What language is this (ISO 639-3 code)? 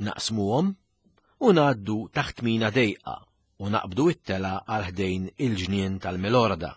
mlt